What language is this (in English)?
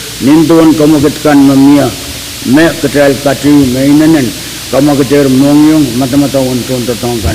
Pohnpeian